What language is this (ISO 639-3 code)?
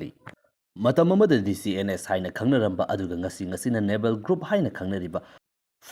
mni